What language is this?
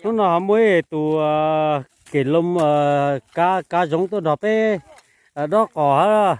Hmong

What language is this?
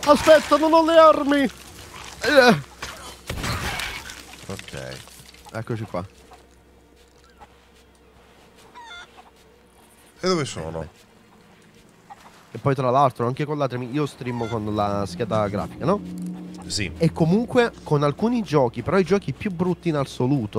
Italian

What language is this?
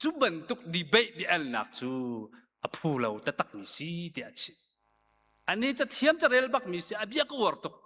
Hakha Chin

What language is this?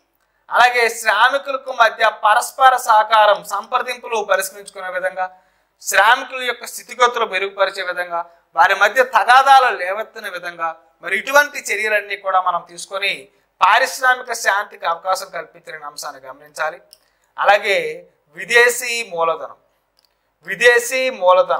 Telugu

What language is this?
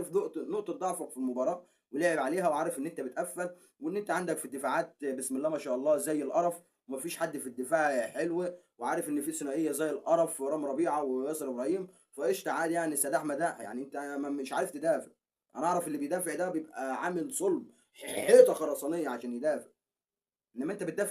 Egyptian Arabic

